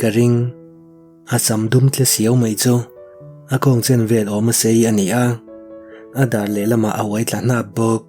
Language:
Mizo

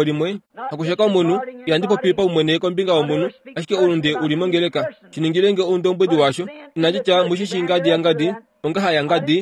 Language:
Kuanyama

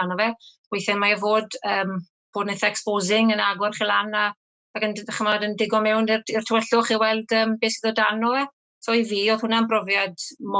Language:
Welsh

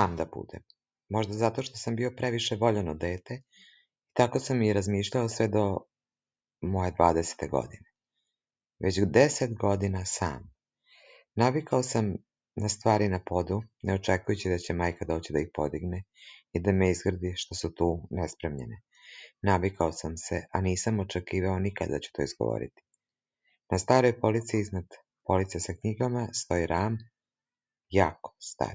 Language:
Serbian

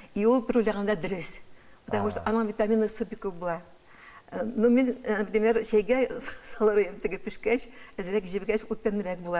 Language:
Tatar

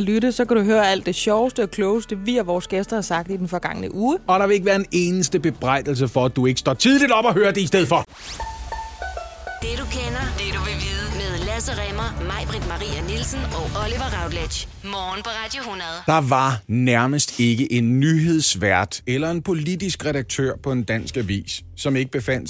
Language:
Danish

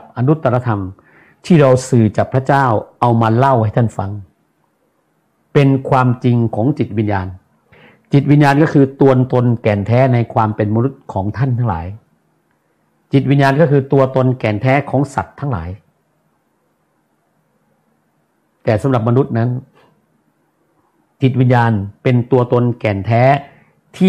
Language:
Thai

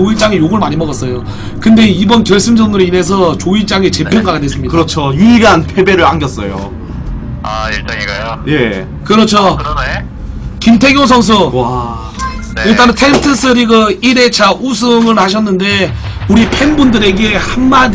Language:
Korean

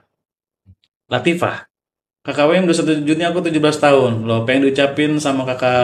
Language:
Indonesian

